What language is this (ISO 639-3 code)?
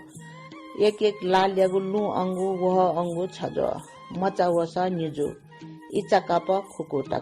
new